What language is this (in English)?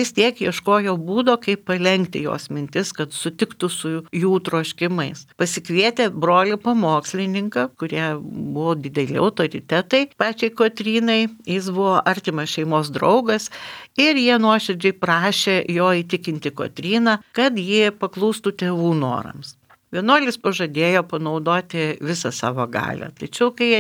Lithuanian